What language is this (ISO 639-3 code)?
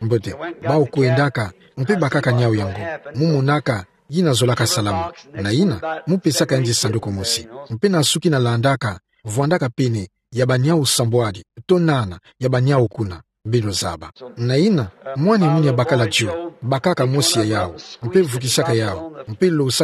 ktu